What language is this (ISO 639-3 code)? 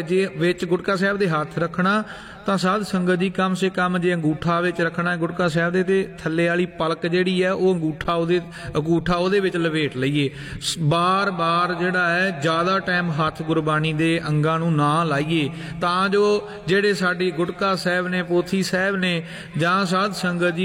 pan